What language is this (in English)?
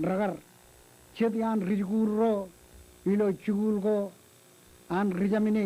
Marshallese